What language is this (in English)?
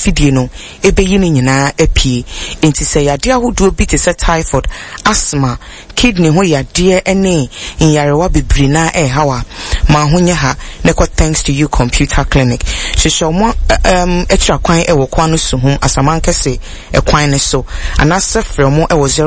Akan